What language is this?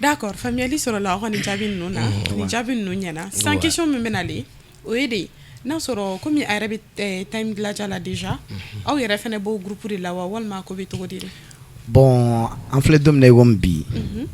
Bambara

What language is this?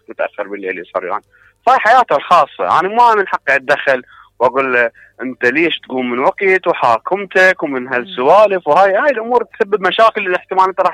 Mesopotamian Arabic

